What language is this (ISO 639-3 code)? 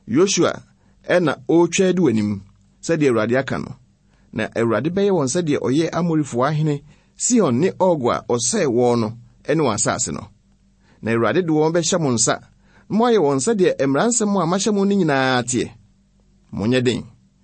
aka